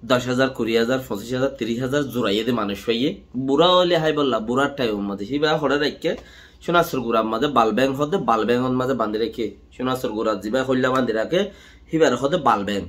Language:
Rohingya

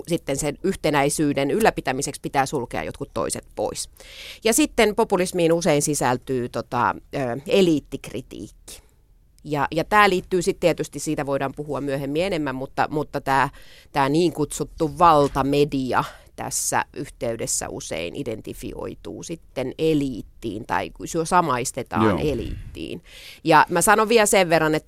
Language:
Finnish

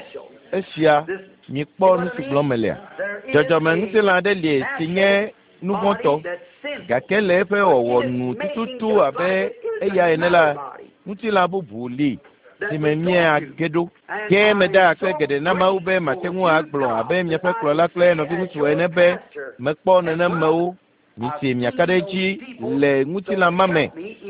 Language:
Ewe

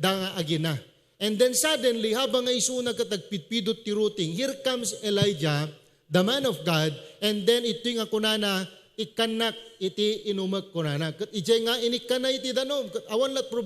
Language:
Iloko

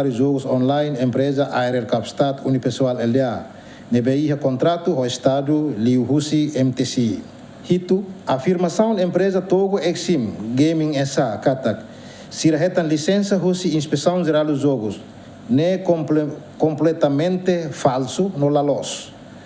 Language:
Tetum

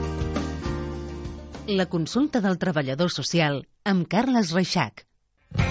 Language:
Catalan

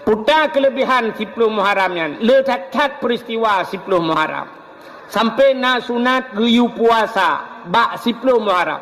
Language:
Achinese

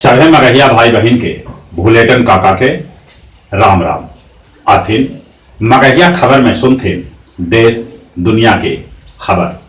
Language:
Magahi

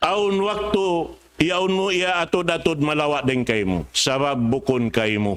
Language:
Tausug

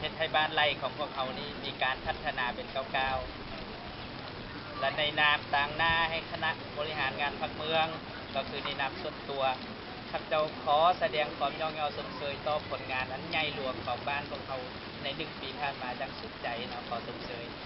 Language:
Lao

